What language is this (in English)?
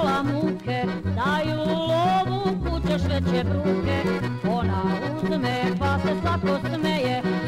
Serbian